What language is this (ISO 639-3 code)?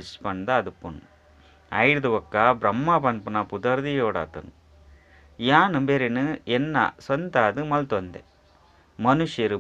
tcy